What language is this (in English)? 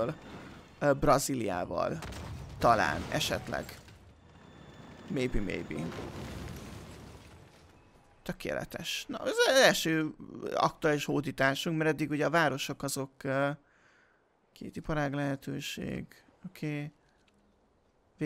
Hungarian